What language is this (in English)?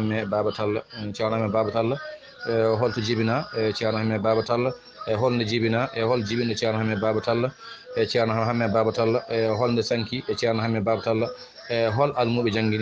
Fula